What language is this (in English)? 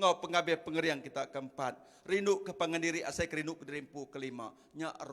Iban